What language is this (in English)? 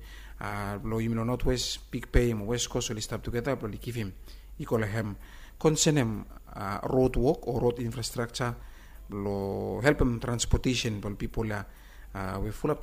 Bislama